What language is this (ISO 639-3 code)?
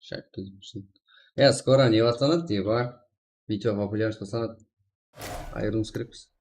kaa